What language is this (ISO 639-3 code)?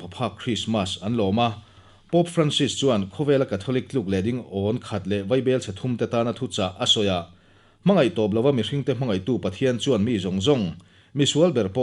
lus